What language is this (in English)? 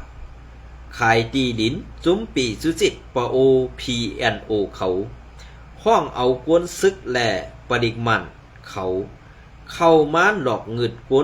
Shan